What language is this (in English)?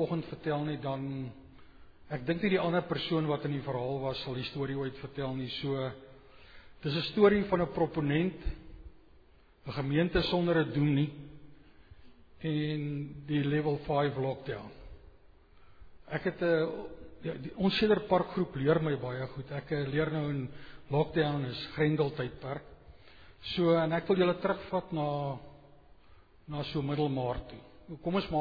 Afrikaans